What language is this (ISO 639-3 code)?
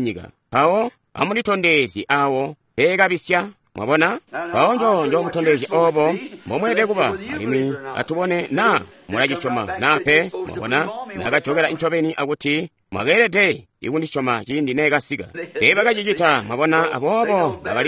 toi